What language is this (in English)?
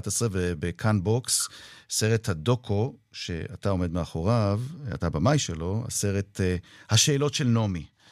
Hebrew